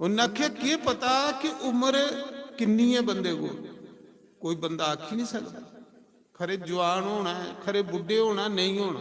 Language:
Dogri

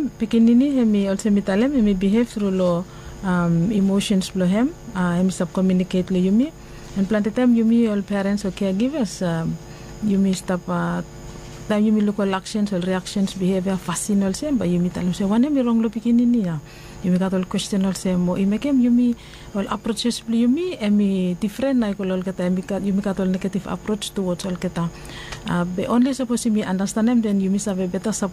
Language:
Bislama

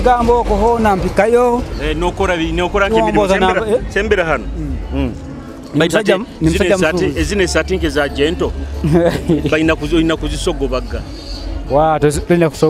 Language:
Nyoro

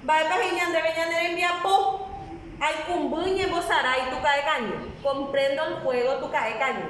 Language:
Guarani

